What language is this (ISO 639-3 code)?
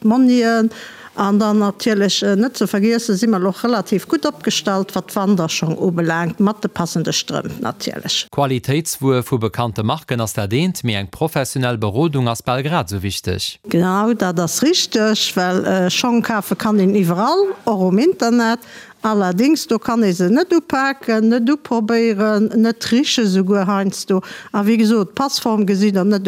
ltz